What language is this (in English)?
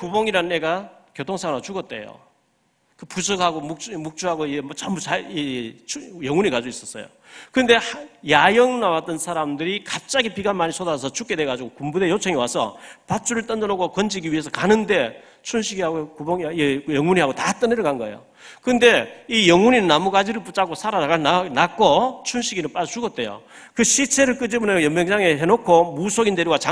Korean